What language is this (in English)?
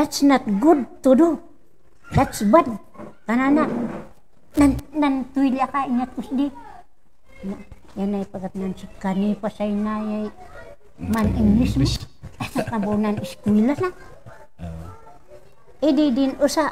Kankanaey